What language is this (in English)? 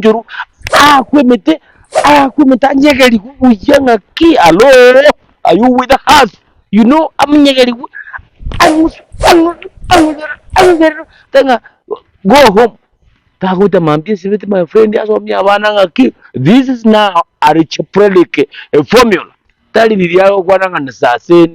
Gusii